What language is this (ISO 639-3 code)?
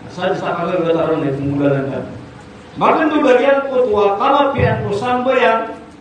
mrw